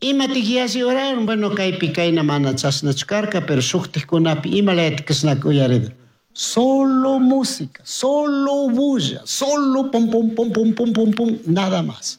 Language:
Chimborazo Highland Quichua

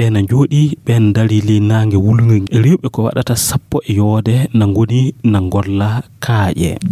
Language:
Fula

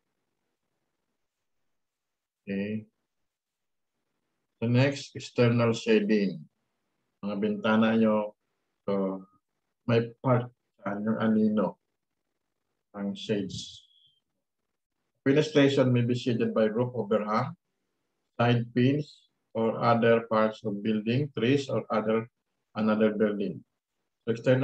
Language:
Filipino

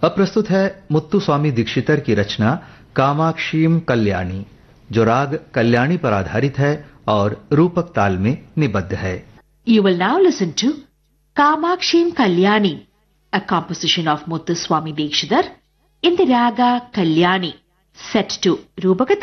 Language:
Hindi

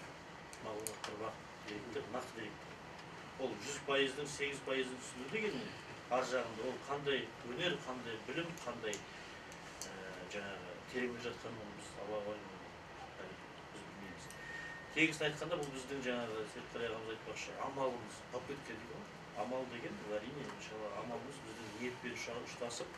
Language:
Kazakh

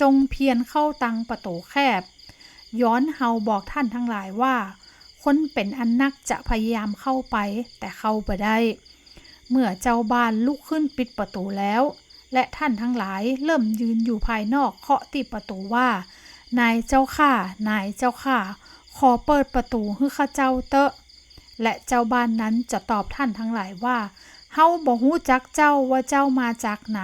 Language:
Northern Thai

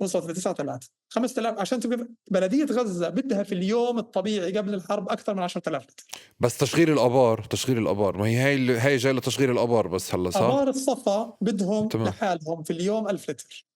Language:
North Levantine Arabic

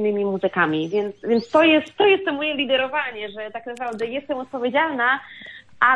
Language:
Polish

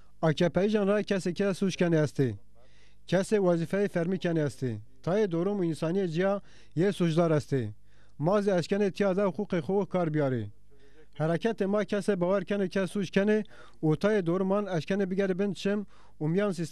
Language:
Zaza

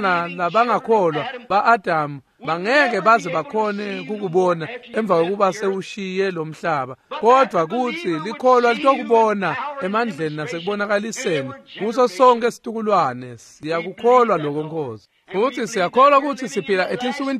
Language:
Swati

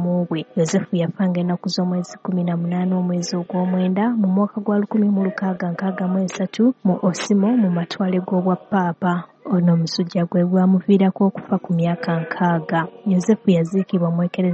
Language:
Ganda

